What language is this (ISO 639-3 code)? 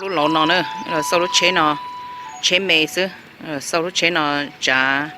hmn